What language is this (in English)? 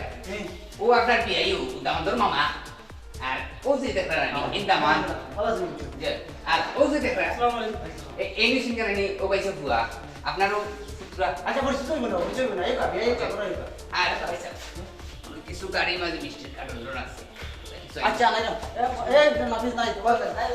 Sylheti